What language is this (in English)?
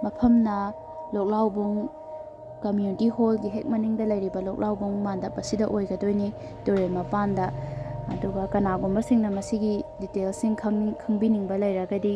Manipuri